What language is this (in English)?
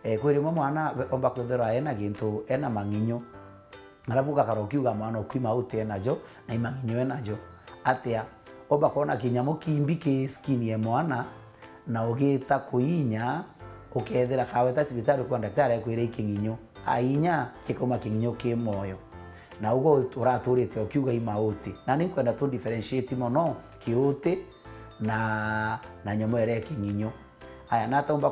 Meru